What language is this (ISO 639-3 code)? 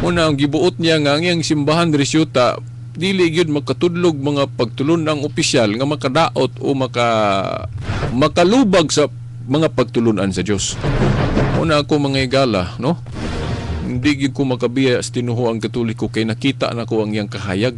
ceb